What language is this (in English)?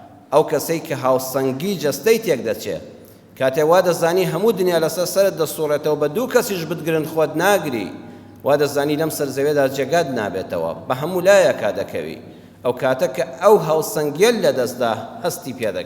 Central Kurdish